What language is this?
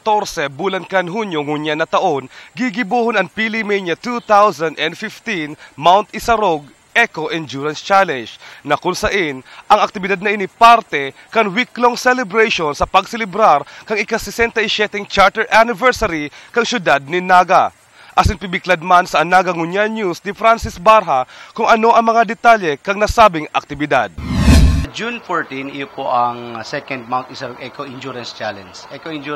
Bikol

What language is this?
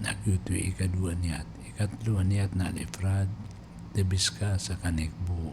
Maranao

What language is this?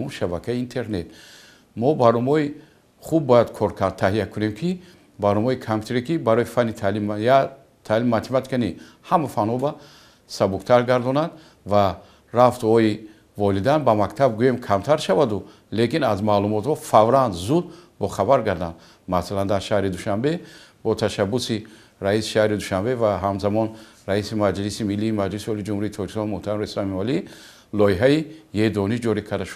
Tajik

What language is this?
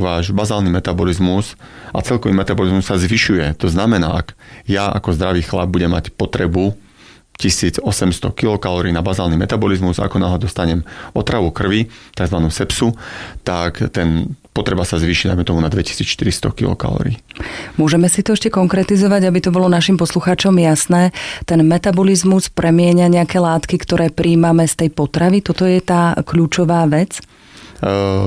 Slovak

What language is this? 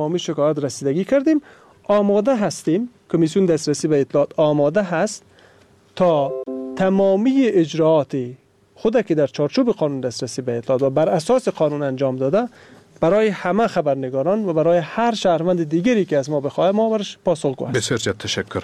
Persian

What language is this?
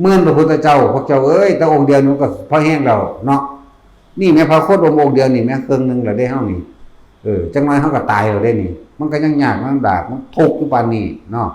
Northeastern Thai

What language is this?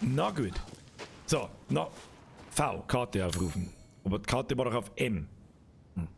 Bavarian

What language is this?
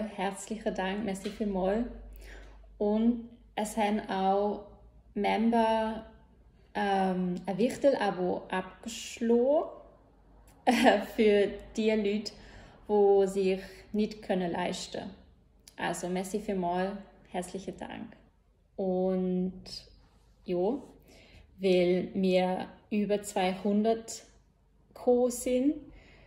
Swiss German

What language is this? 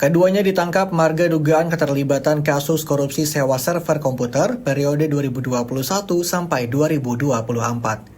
Banjar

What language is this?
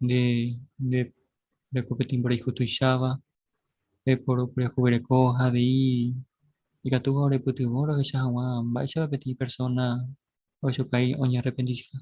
Guarani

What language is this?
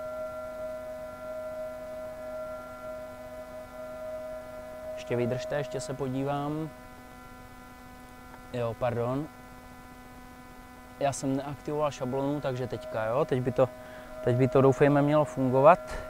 Czech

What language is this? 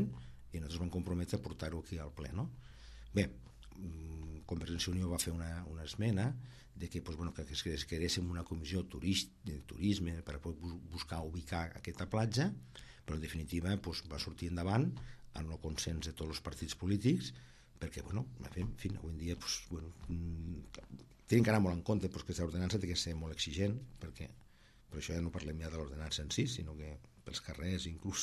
Catalan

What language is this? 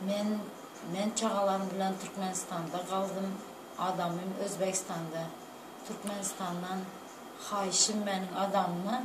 Turkmen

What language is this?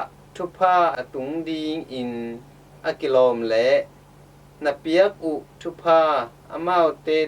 Tedim Chin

